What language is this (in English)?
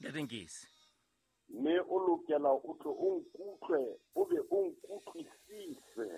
Southern Sotho